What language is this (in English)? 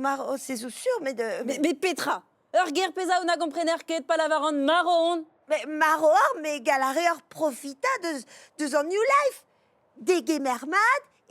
Breton